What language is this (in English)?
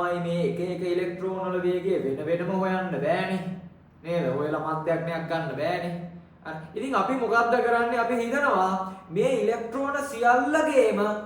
Sinhala